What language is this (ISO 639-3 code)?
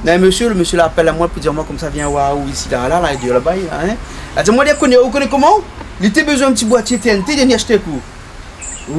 rcf